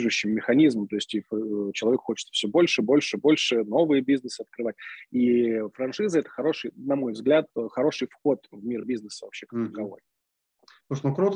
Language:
Russian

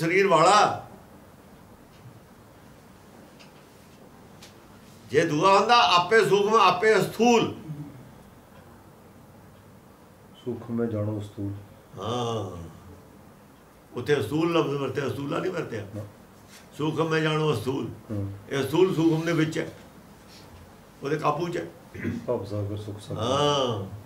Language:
Punjabi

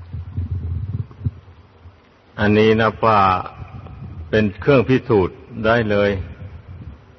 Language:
Thai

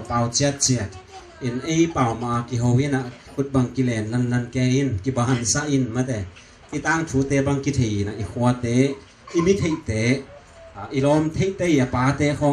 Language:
Tedim Chin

